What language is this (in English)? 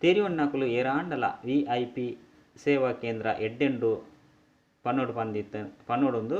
Tulu